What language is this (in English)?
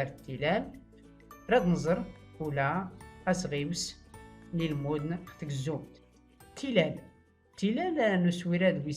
Tachelhit